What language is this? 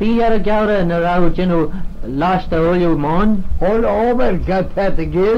Manx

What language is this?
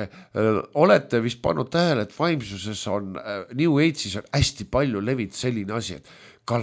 Estonian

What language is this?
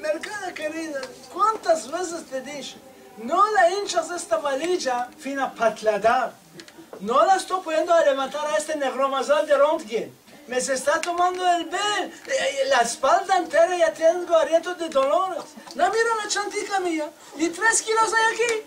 Ladino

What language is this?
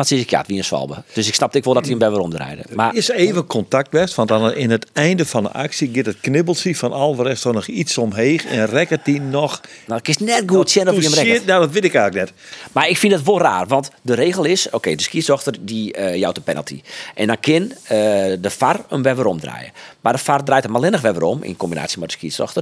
Western Frisian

